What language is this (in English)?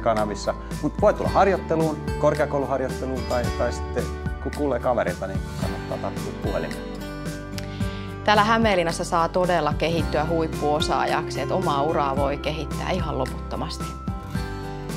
Finnish